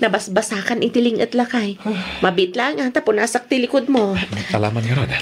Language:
Iloko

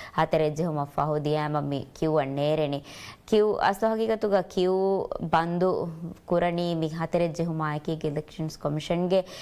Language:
Divehi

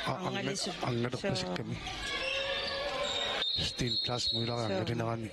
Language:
Kalaallisut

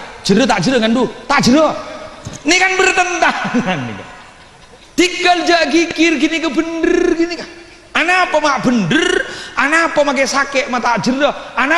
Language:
Madurese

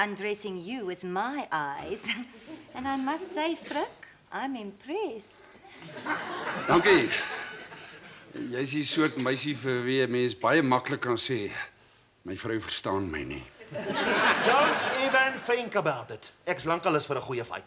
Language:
Afrikaans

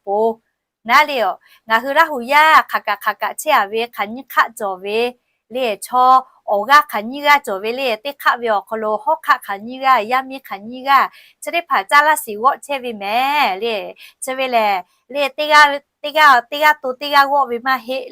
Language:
Lahu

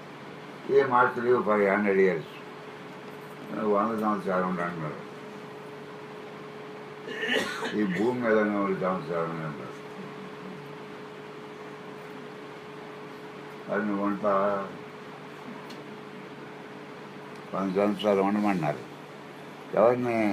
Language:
Telugu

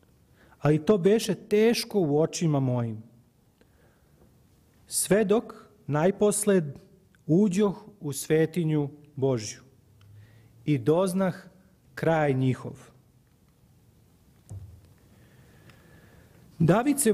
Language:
Serbian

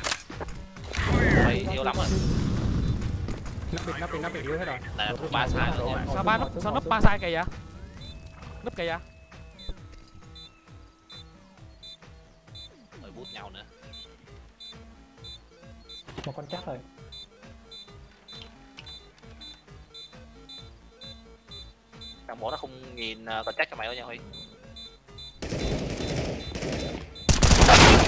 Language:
Vietnamese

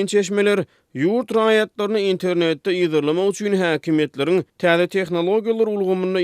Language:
Turkmen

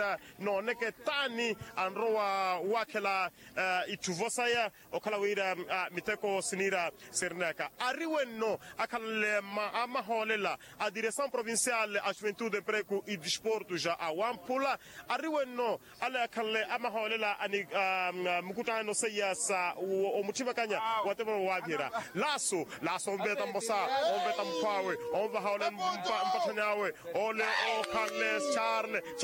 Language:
Makhuwa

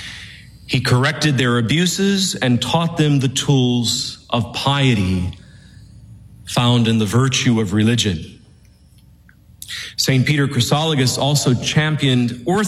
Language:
English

